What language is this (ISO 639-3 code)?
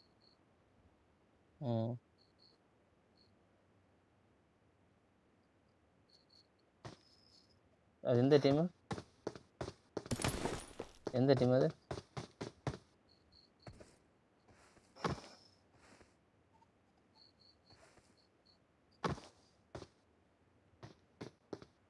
tam